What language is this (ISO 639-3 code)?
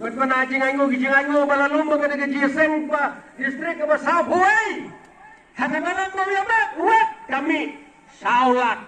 kha